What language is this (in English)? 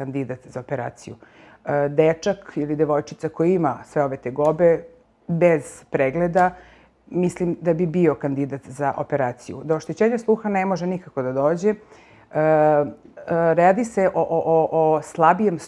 Serbian